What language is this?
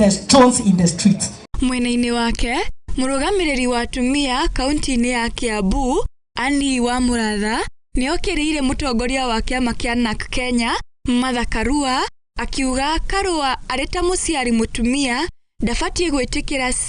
Kikuyu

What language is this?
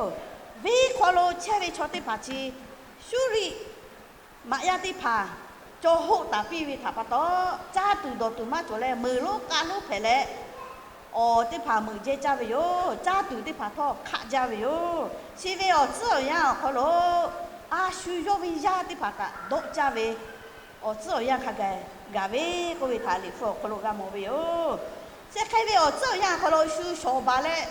Lahu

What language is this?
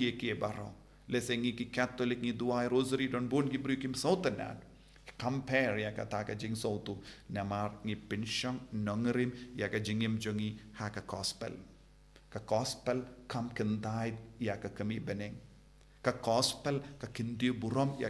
Khasi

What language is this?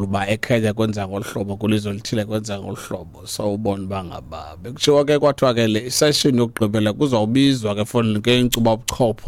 Xhosa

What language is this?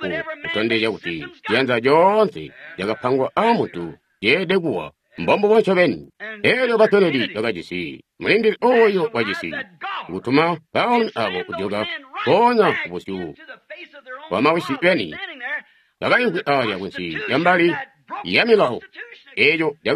Tonga (Zambia)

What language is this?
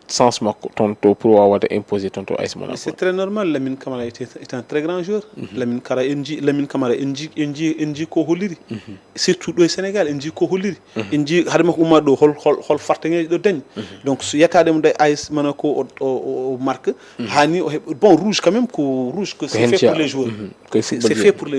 Fula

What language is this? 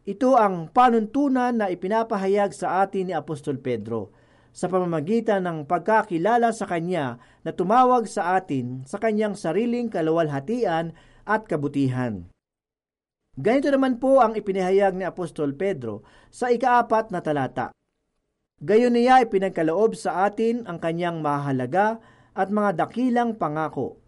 Filipino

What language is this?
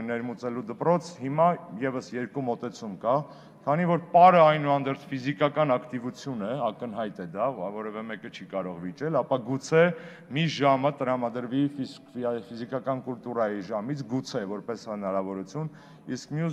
Armenian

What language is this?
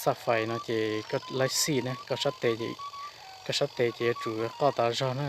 Hmong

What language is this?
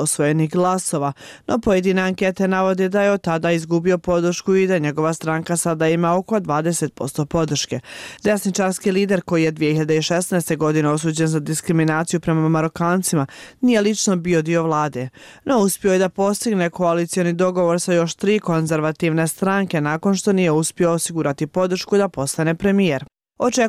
Bosnian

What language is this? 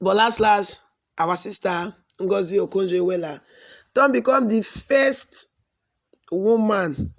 Nigerian Pidgin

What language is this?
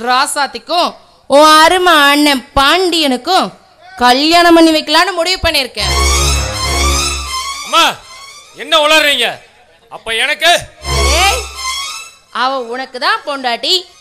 Tamil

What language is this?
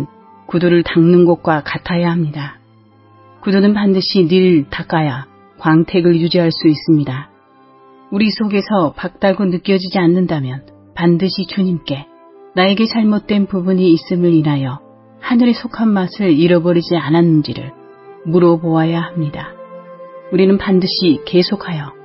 Korean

